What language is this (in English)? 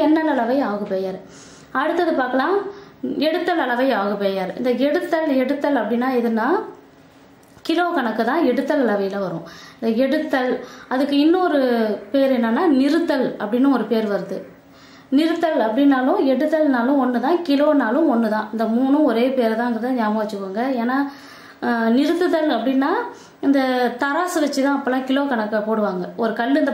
Tamil